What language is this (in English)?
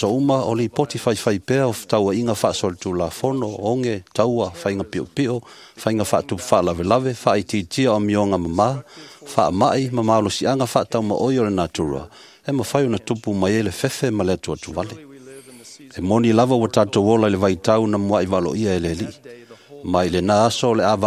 Samoan